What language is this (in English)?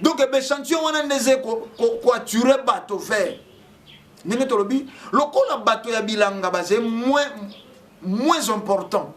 Lingala